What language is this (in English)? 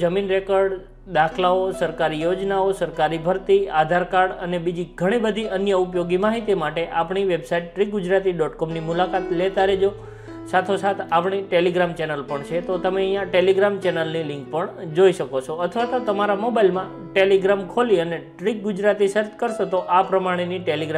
Gujarati